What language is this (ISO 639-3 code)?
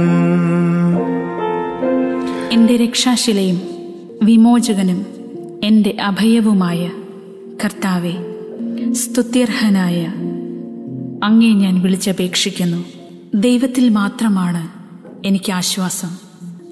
mal